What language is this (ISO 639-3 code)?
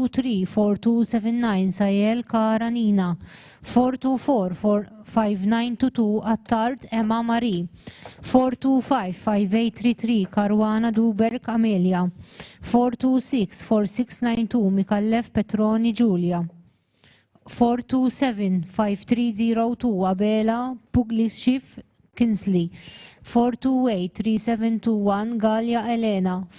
eng